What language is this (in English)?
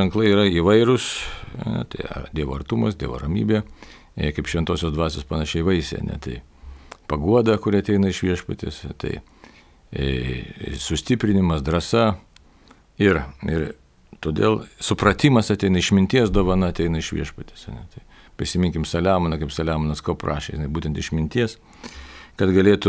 Lithuanian